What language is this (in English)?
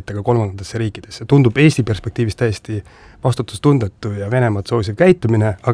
Estonian